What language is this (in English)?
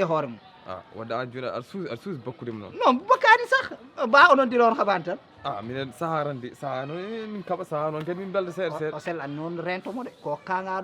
Fula